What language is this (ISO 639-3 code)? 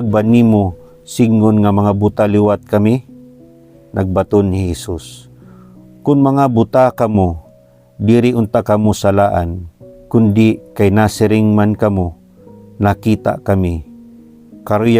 war